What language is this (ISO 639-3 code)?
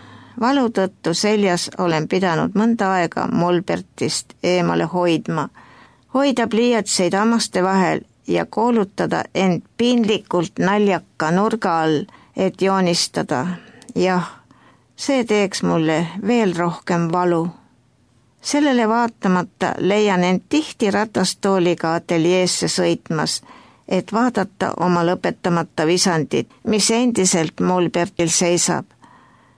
est